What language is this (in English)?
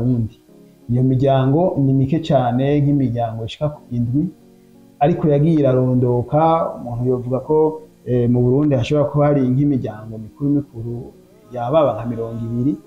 Rundi